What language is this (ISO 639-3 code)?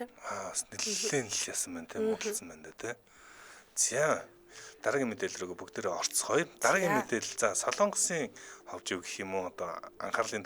mon